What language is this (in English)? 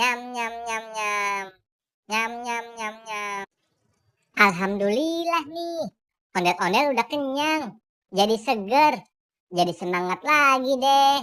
Betawi